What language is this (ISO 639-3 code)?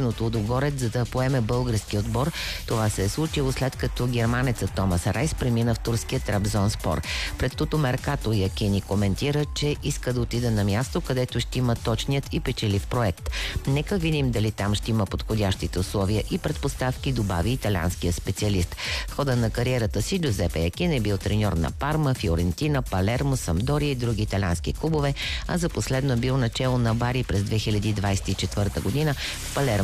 bul